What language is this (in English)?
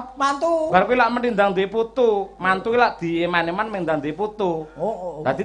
Javanese